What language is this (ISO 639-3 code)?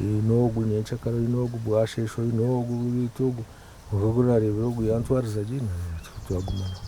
nyn